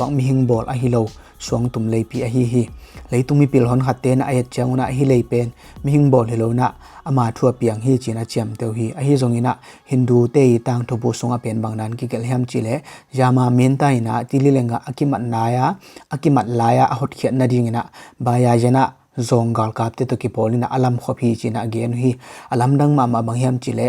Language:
Tedim Chin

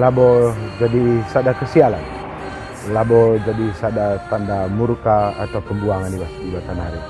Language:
Batak Karo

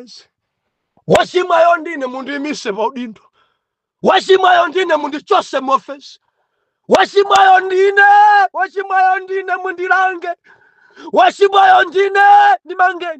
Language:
Nyanja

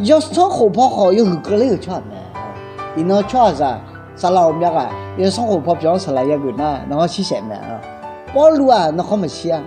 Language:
Akha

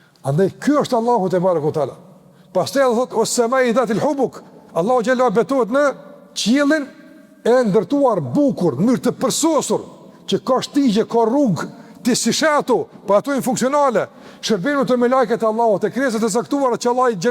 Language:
Albanian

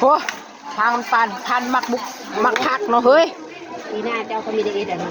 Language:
Northeastern Thai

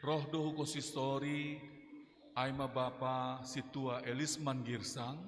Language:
Batak Simalungun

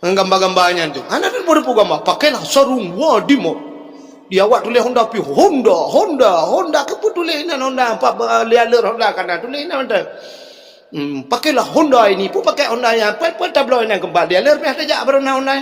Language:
Achinese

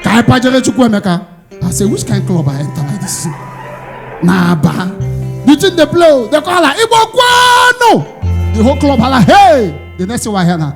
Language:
Nigerian Pidgin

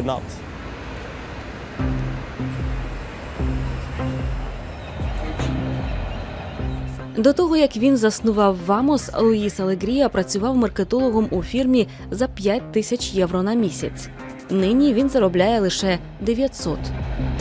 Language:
Ukrainian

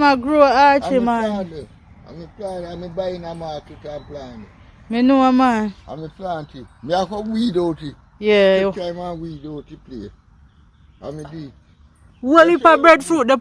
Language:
Jamaican Creole English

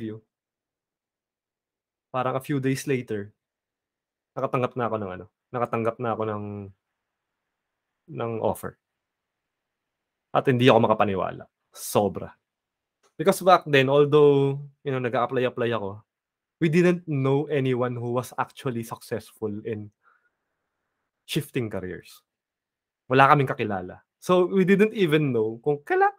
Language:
Filipino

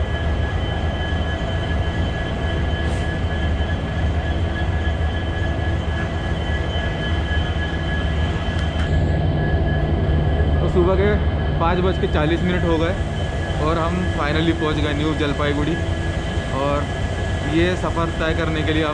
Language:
Hindi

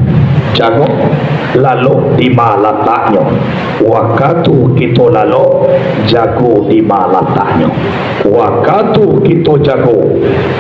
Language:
Minangkabau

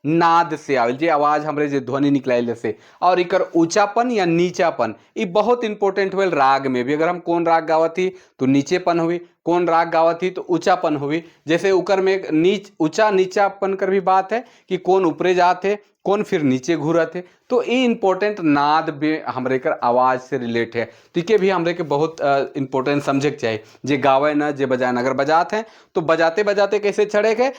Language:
Sadri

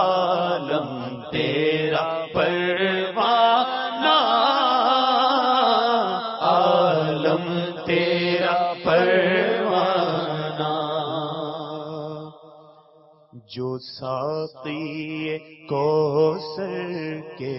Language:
Urdu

